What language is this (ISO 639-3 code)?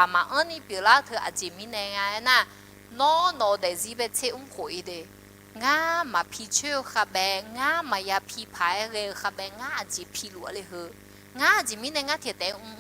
ahk